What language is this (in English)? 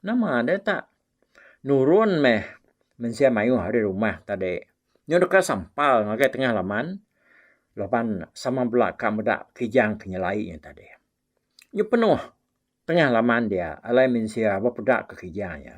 Iban